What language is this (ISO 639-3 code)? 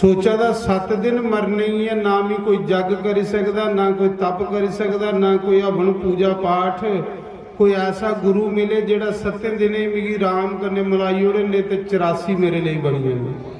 doi